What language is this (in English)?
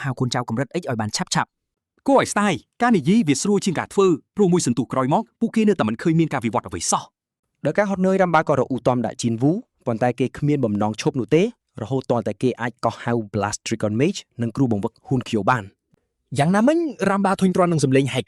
Khmer